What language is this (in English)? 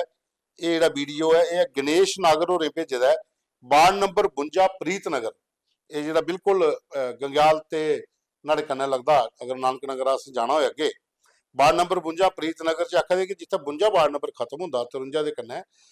Dogri